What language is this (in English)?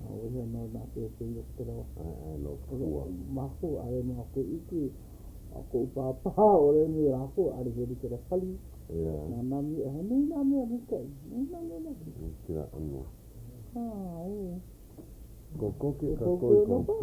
Hawaiian